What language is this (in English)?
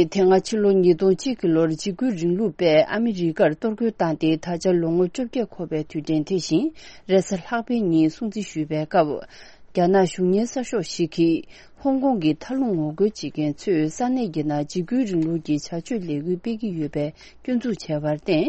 Tibetan